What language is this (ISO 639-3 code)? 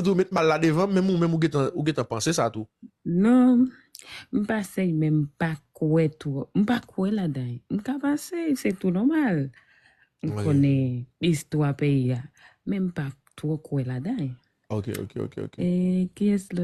hat